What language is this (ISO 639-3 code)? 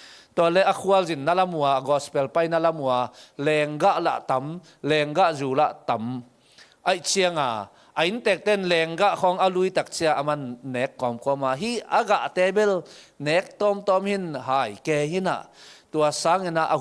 ctd